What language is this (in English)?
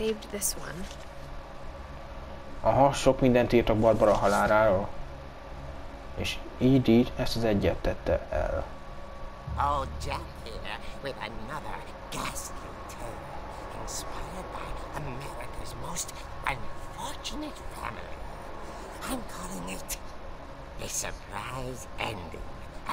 Hungarian